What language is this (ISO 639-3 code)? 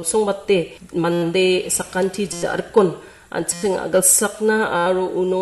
grt